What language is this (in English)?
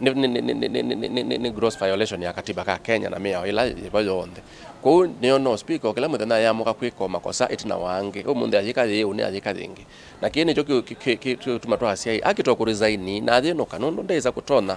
Kamba